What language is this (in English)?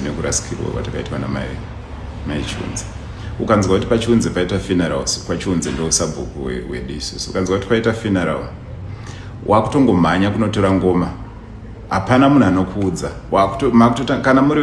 Shona